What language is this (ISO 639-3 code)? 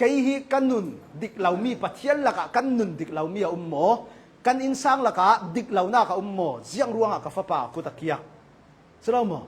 cnh